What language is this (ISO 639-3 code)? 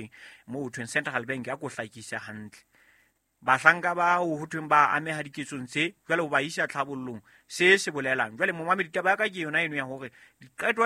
sot